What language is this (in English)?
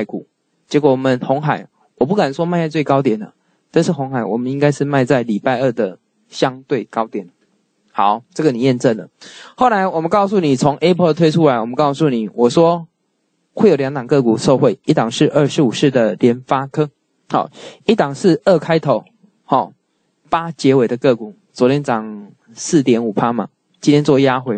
Chinese